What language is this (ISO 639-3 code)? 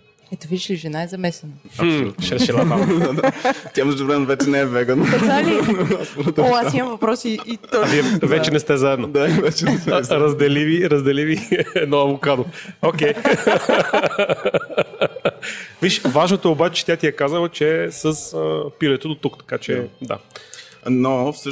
bul